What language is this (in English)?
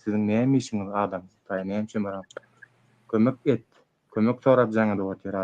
Turkmen